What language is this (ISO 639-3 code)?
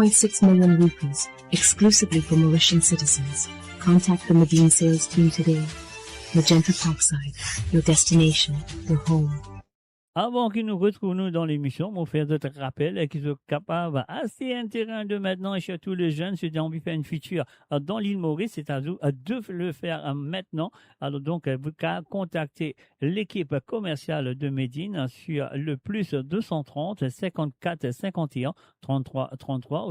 mfe